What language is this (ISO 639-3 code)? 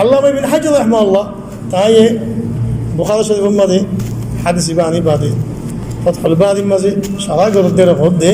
rhg